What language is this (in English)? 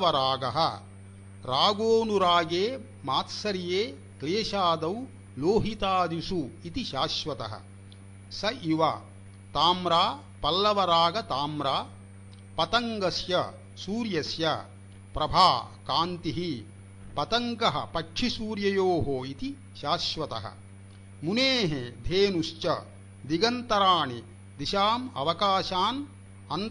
Sanskrit